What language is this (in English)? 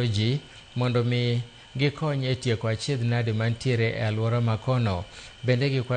Luo (Kenya and Tanzania)